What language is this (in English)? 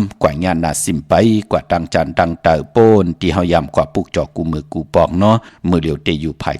Shan